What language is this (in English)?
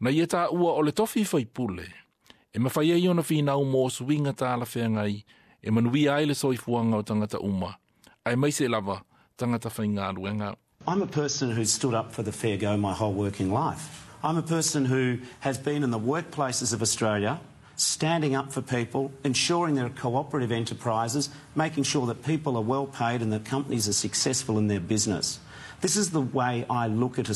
Samoan